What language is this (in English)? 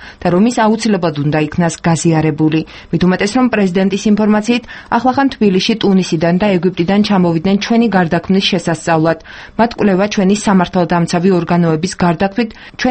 Georgian